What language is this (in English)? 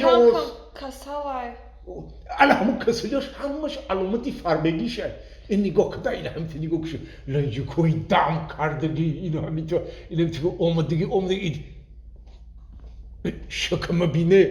Tajik